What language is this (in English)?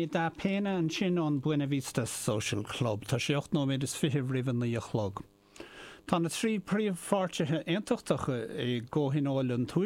Irish